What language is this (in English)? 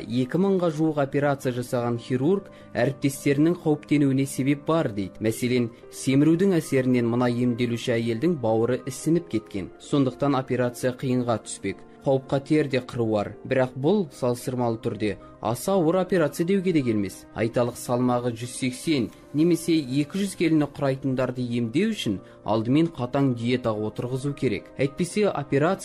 Kazakh